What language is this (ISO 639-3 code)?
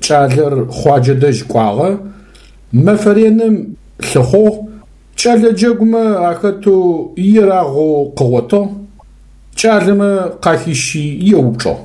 ady